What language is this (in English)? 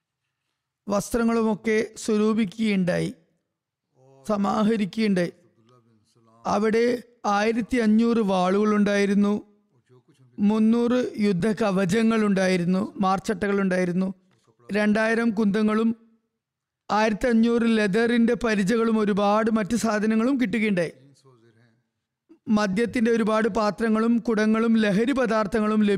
Malayalam